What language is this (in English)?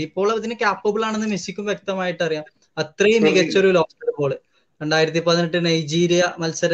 Malayalam